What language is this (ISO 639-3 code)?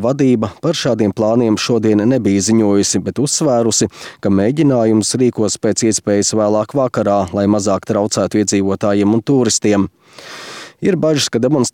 lav